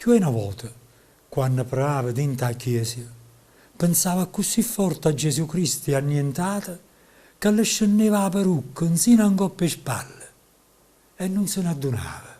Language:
Neapolitan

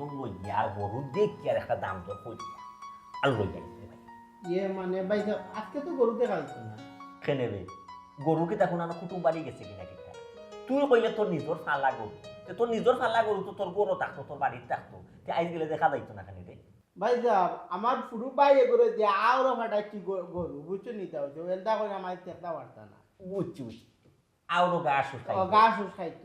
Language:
Sylheti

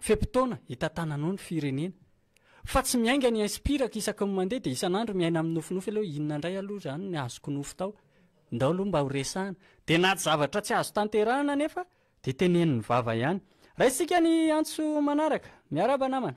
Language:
Malagasy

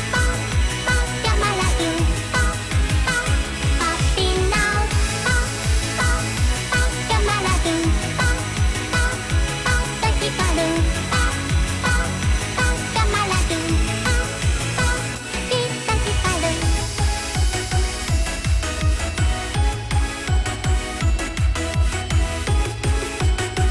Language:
Japanese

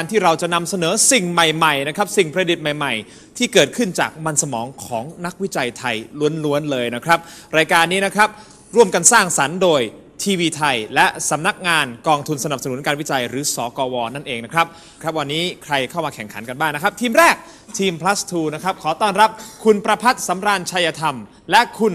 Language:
Thai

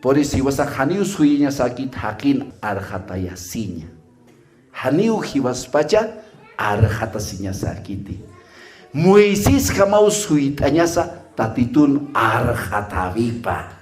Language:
Aymara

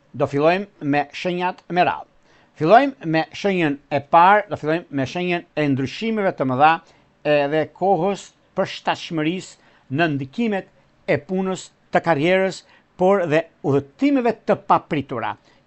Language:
Albanian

